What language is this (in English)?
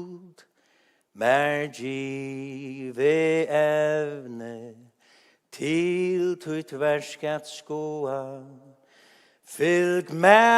Faroese